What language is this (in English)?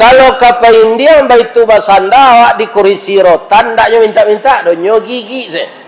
Minangkabau